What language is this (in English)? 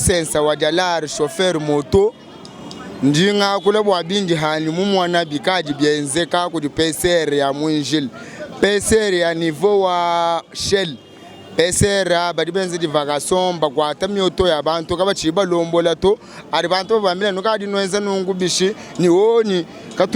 Luba-Lulua